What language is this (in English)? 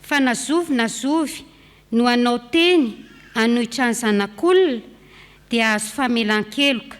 Malagasy